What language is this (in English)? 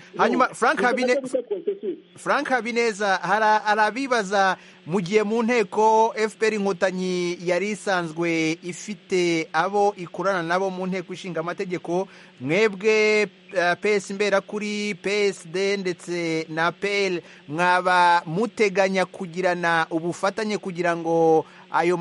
Kinyarwanda